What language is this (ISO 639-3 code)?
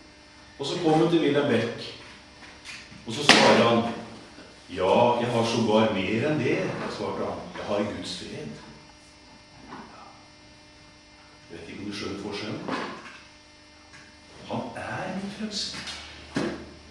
nor